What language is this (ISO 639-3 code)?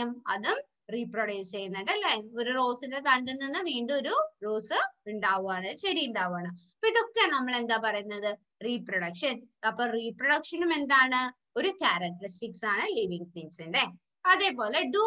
mal